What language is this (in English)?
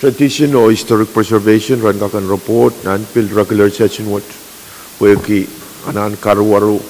Pohnpeian